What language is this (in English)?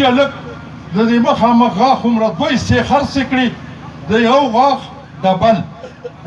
Pashto